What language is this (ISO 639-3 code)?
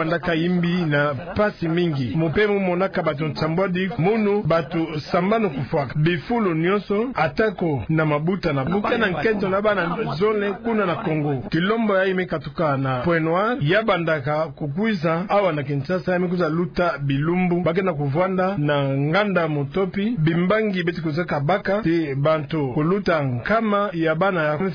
ktu